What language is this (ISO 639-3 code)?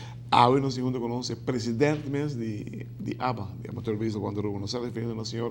pap